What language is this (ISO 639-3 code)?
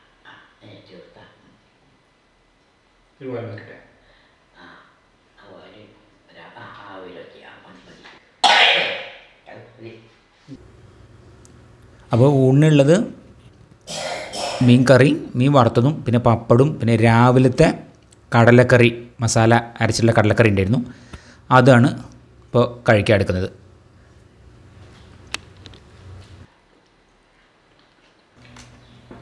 mal